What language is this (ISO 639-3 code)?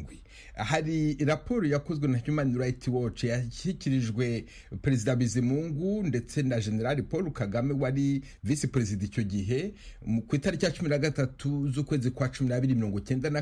kin